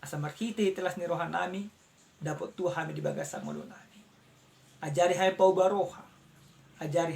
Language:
Batak Toba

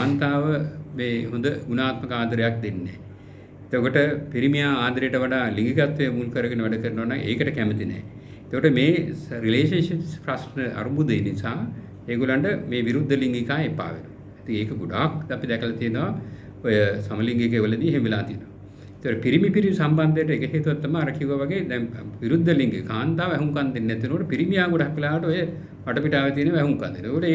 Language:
Sinhala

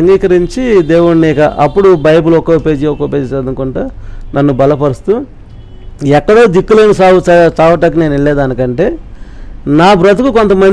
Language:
Telugu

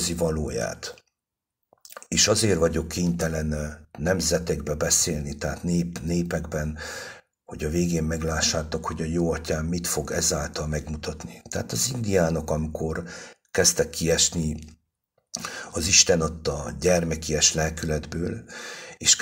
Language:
Hungarian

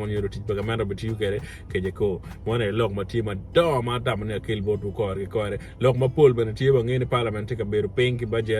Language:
Acoli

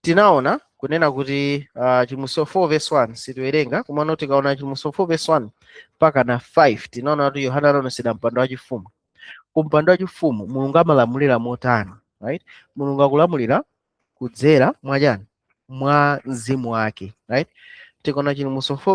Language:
Nyanja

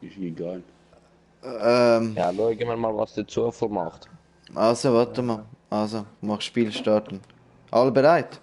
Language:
Swiss German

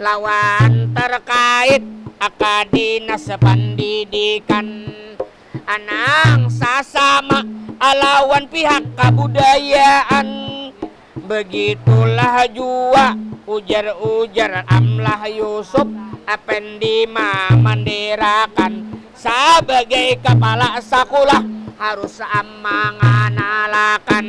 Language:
Banjar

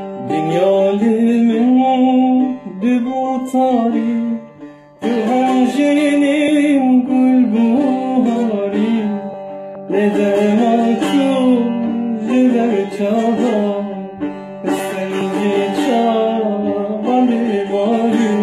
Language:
Kurdish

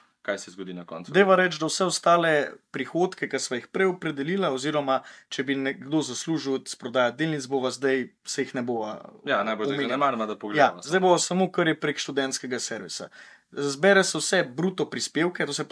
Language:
Slovenian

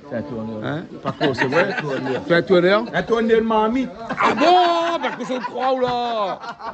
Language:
Réunion Creole French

